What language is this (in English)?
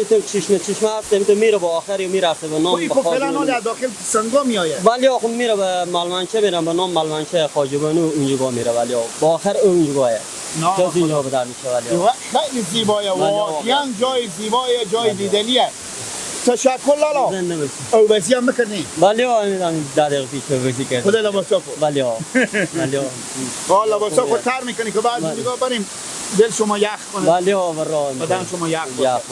Persian